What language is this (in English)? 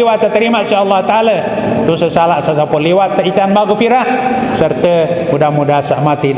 Sasak